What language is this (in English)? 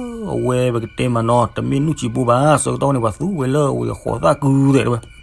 S'gaw Karen